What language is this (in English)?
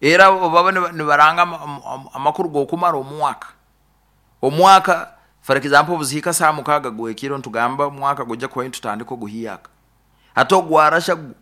Nyoro